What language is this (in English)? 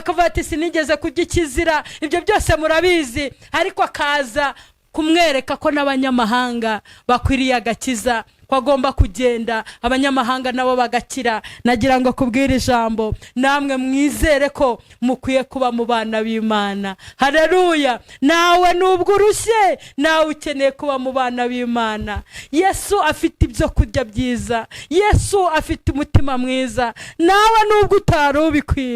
Kinyarwanda